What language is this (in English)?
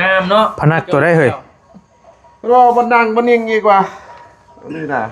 Northeastern Thai